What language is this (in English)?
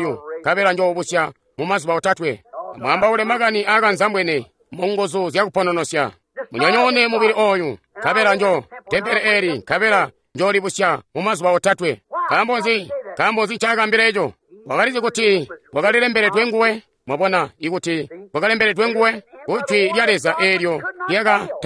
Tonga (Zambia)